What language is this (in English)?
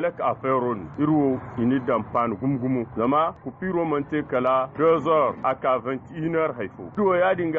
Zarma